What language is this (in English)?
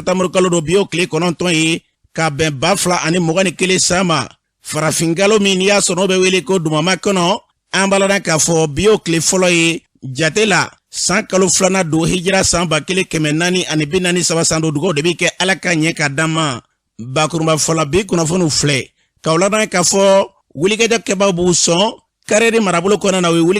Bambara